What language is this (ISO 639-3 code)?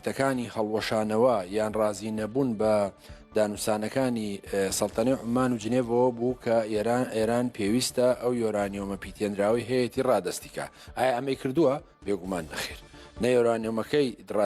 ckb